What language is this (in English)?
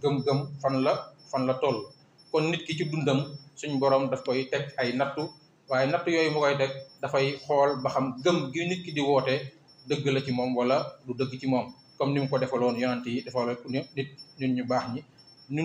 Wolof